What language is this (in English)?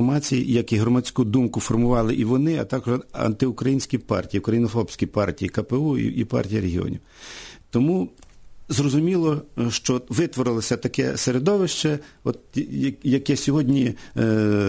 Ukrainian